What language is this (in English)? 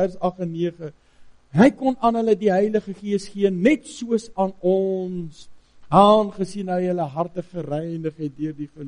Afrikaans